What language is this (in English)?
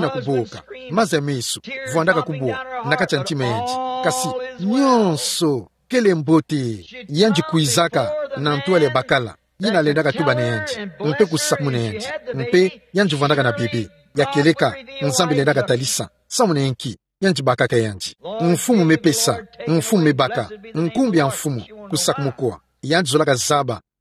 Kituba (Democratic Republic of Congo)